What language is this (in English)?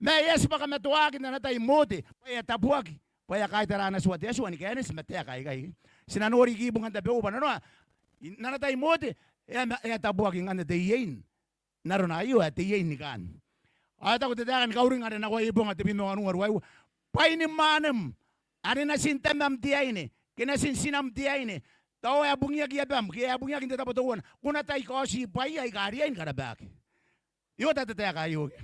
Gilbertese